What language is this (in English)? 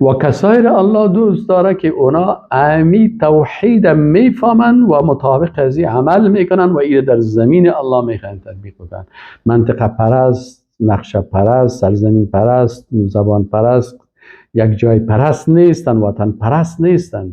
Persian